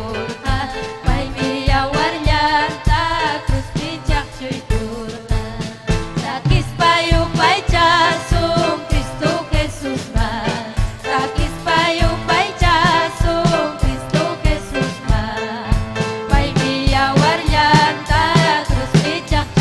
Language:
Ayacucho Quechua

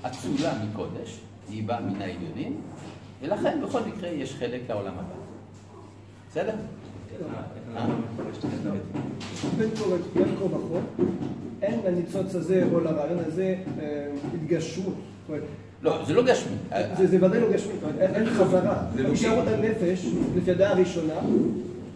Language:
Hebrew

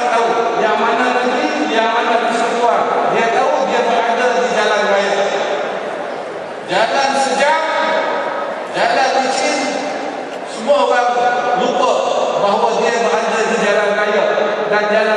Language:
Malay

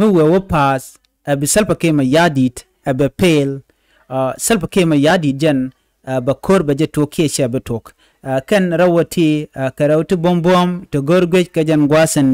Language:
Nuer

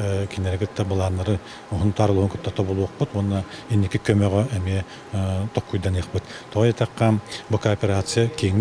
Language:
Yakut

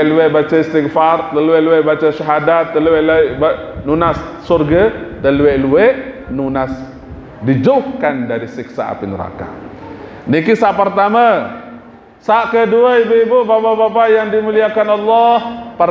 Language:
Sasak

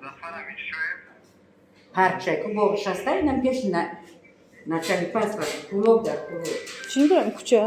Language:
Tajik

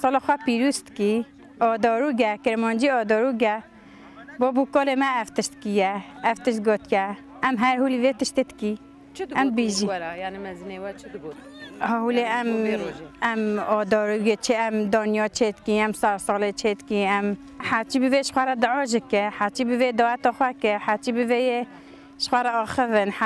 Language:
Kurdish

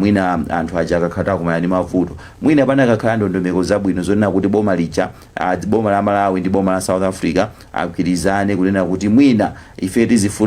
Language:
Nyanja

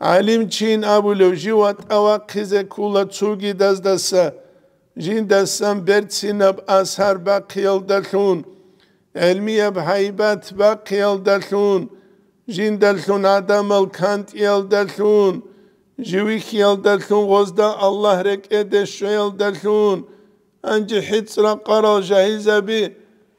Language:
Avaric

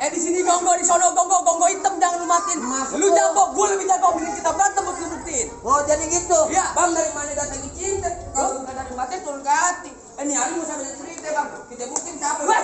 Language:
Betawi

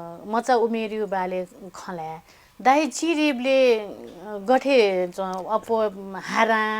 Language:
Newari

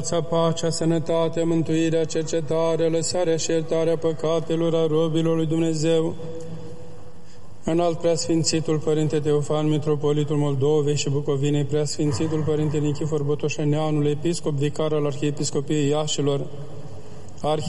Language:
Romanian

